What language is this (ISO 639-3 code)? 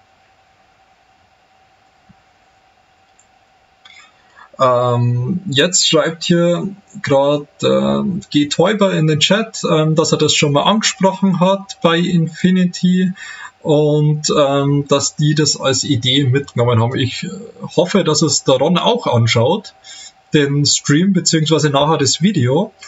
deu